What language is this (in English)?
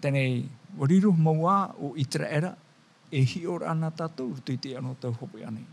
Tahitian